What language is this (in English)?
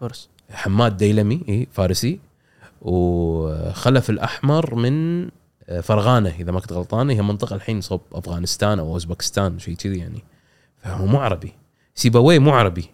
Gulf Arabic